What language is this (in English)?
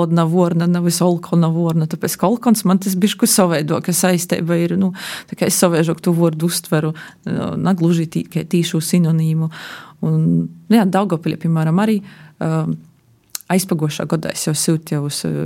Latvian